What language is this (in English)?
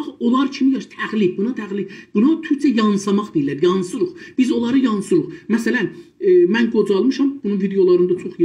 South Azerbaijani